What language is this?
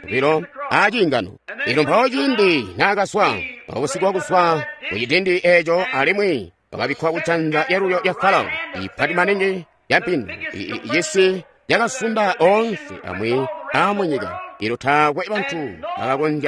Tonga (Zambia)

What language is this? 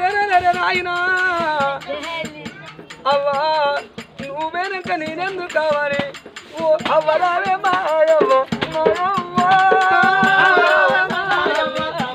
Telugu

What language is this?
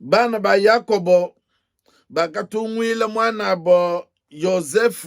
Luba-Lulua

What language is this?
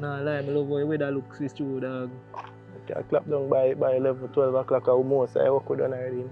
Jamaican Creole English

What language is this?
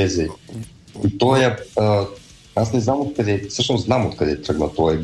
Bulgarian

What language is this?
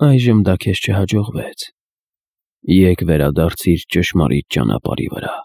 Armenian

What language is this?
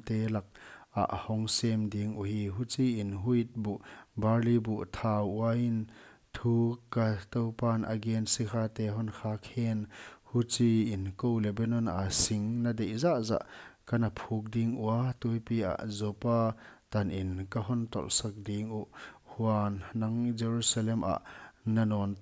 Paite Chin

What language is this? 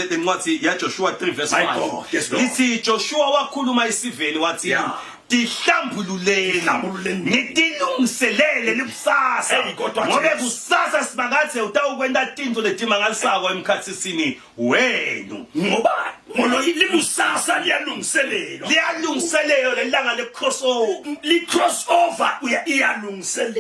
Zulu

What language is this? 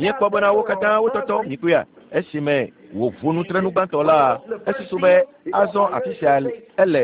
Ewe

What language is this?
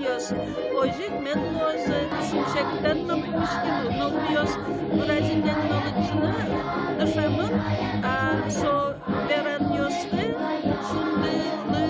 Udmurt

